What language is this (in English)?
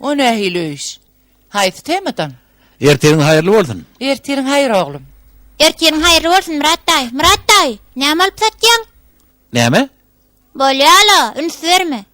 Turkmen